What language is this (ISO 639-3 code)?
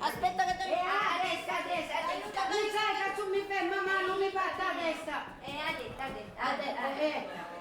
scn